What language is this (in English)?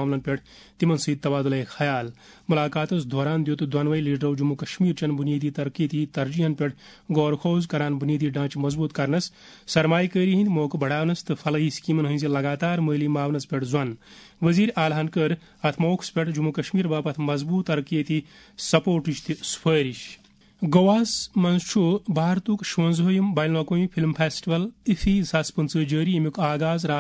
Kashmiri